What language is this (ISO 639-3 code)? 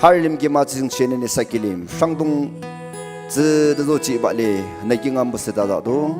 nag